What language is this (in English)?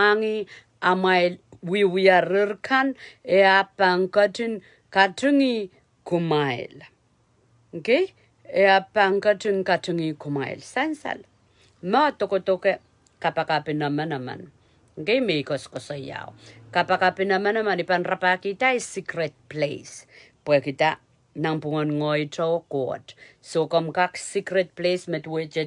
Pohnpeian